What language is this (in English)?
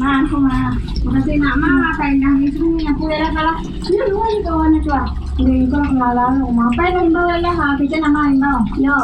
Minangkabau